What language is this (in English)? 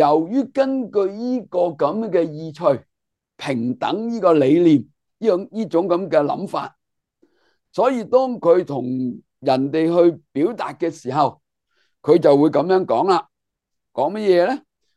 Cantonese